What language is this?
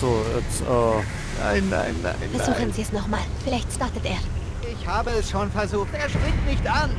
Bavarian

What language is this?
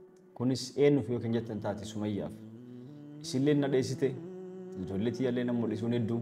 Oromo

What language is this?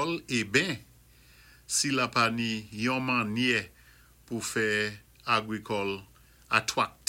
Saint Lucian Creole French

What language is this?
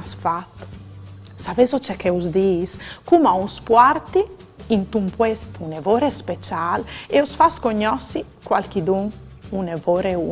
Friulian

